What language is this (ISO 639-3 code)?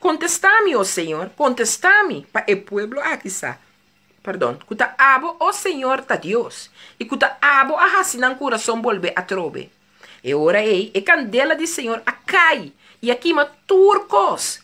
pap